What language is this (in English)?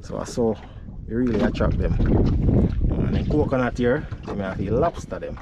Jamaican Creole English